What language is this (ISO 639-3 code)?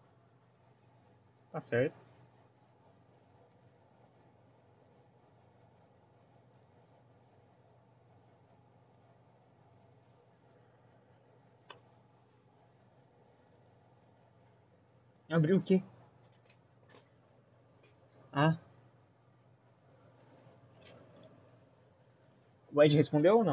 por